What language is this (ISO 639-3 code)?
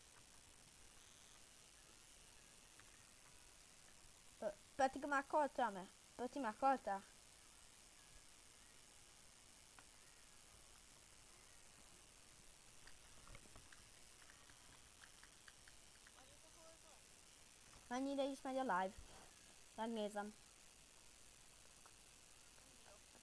hun